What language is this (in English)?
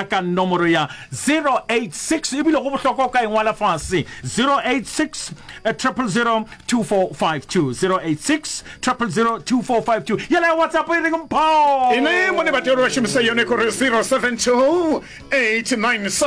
Venda